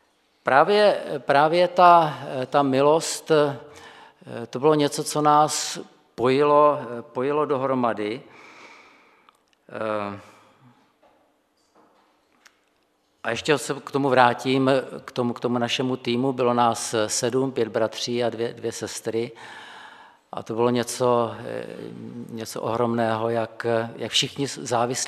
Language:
Czech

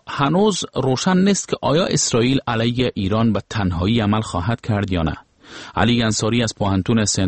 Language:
Persian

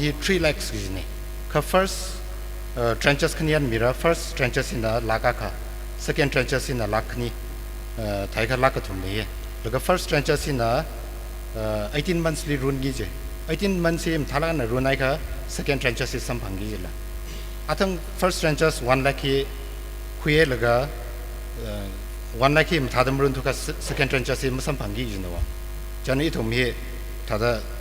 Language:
Tangkhul Naga (India)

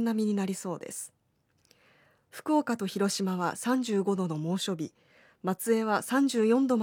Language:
Japanese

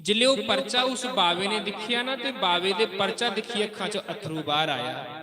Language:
Dogri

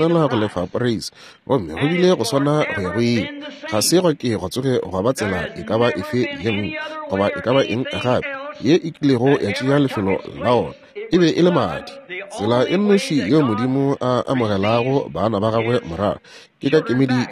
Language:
Northern Sotho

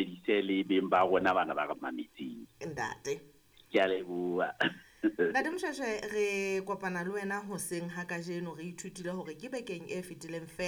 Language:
Southern Sotho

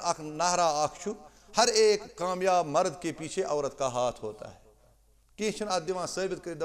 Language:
Kashmiri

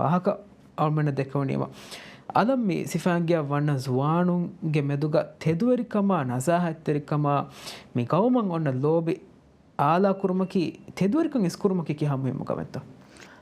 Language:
Divehi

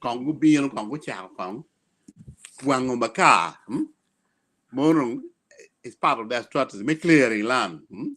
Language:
Acoli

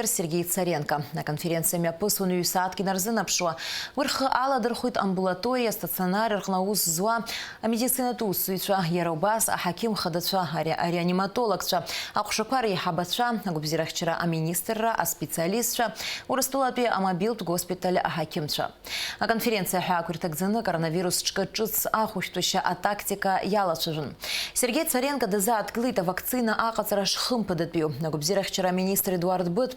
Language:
Abkhazian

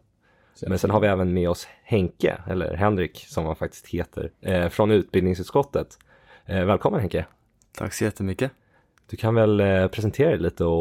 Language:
Swedish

